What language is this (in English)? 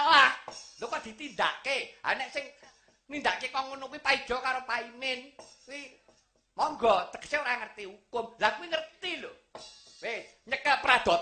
Javanese